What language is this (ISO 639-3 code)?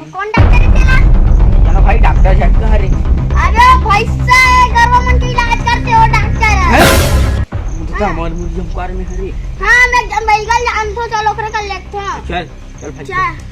hne